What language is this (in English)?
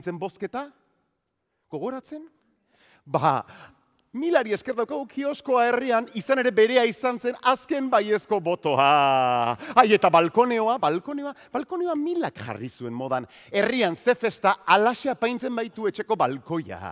Basque